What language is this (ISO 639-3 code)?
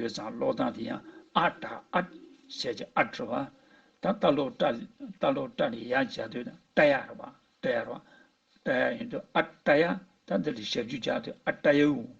bod